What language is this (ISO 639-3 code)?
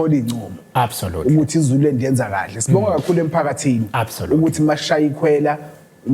zul